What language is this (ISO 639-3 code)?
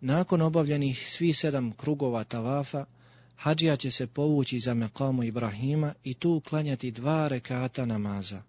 bos